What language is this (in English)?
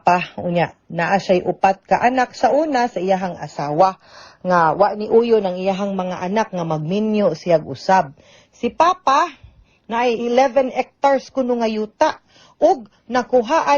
Cebuano